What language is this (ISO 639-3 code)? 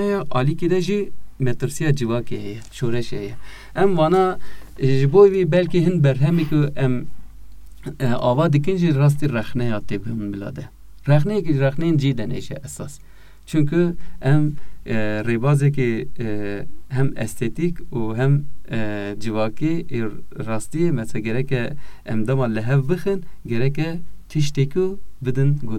kur